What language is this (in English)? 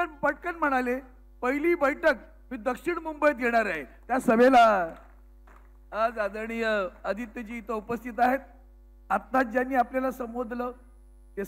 Marathi